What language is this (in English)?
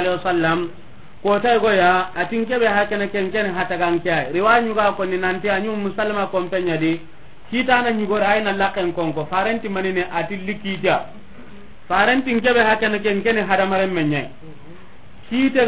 Soninke